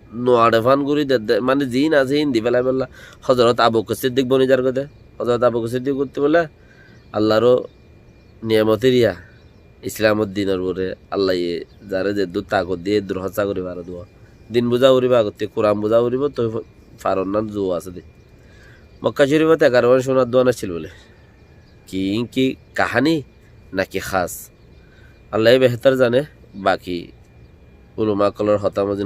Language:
Rohingya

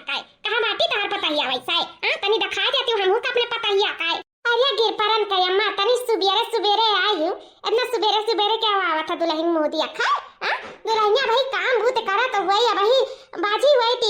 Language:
Awadhi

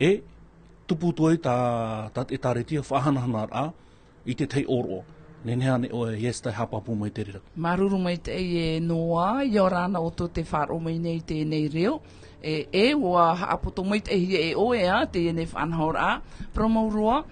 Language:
Tahitian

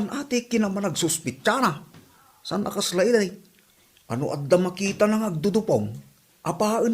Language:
Iloko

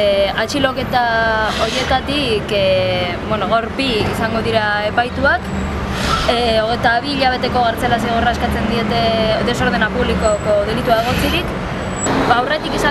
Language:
Basque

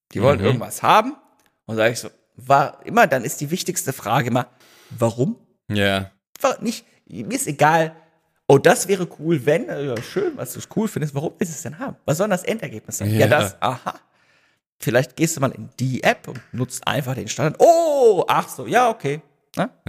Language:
German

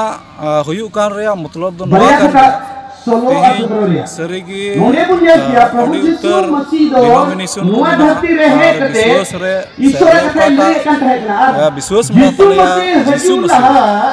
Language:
Santali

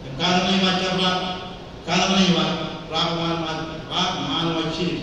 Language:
Marshallese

